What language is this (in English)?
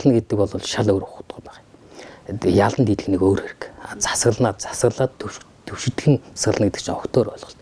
Mongolian